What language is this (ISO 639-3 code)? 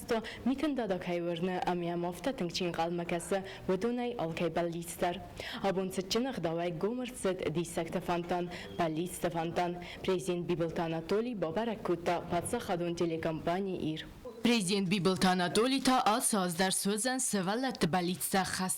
oss